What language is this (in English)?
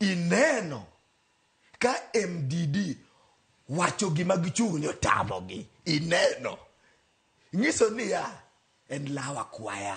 Luo (Kenya and Tanzania)